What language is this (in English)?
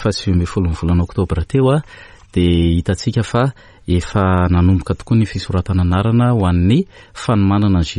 Malagasy